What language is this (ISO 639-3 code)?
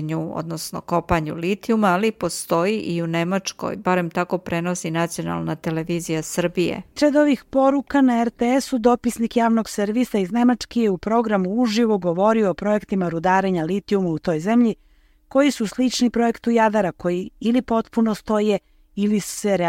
srp